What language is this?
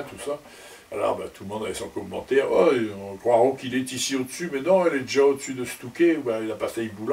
Picard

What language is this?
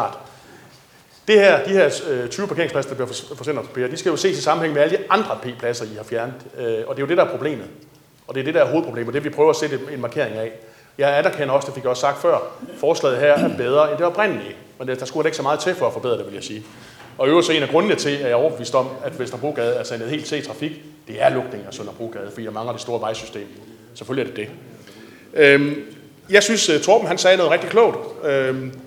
Danish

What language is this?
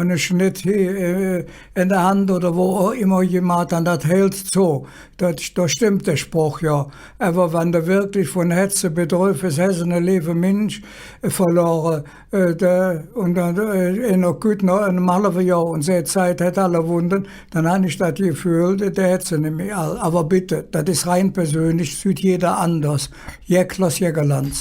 Colognian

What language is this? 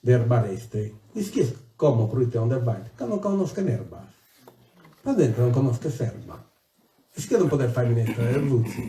Sardinian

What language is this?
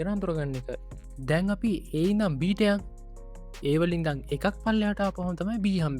Sinhala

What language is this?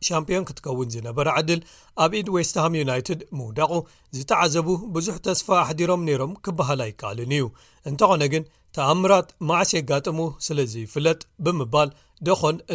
Tigrinya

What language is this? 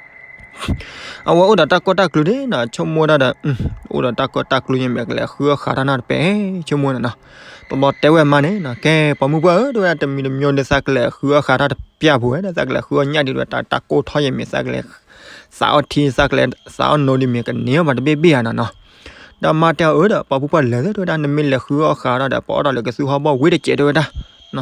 S'gaw Karen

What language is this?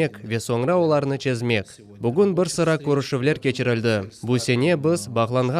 Crimean Tatar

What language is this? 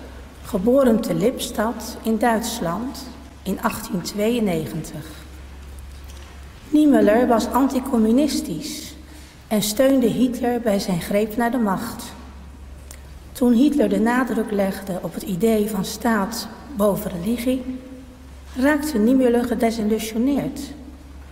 Dutch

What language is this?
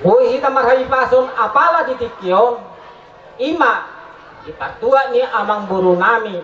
Batak Toba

